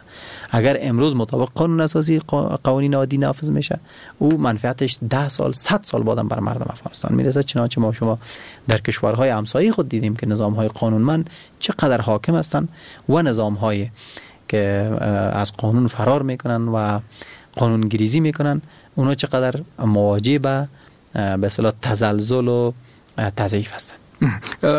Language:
Persian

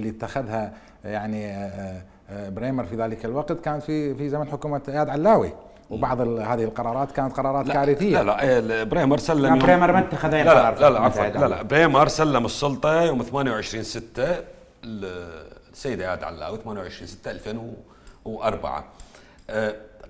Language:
Mesopotamian Arabic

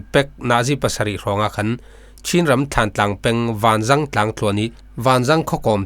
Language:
Falam Chin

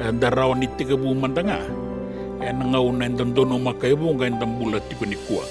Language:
Fijian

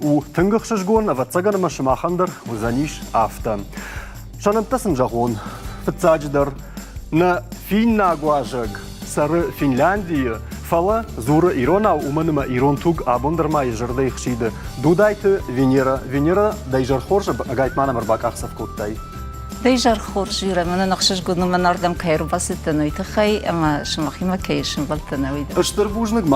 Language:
Ossetic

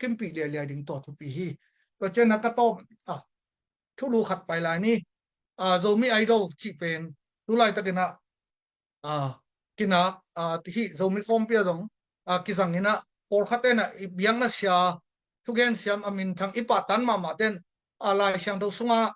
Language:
Tedim Chin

